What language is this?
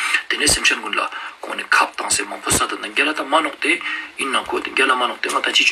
Ladakhi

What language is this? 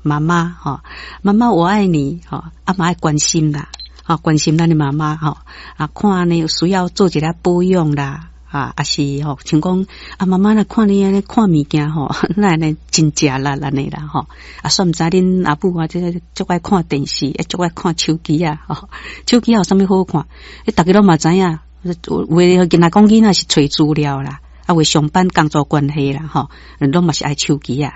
Min Nan Chinese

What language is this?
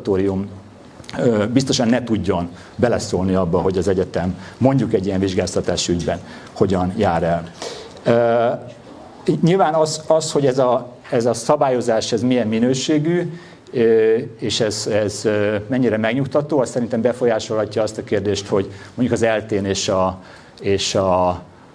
Hungarian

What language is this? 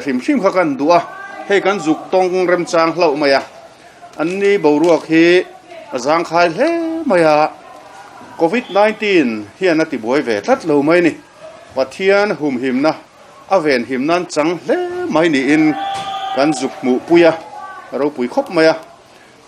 Mizo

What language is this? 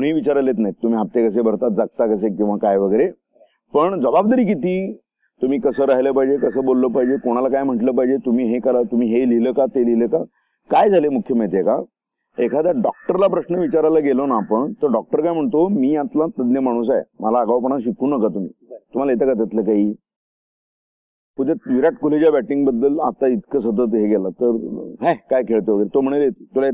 Marathi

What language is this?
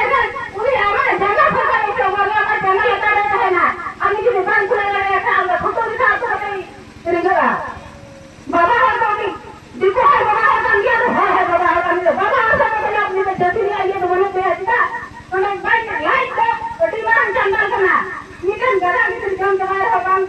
Santali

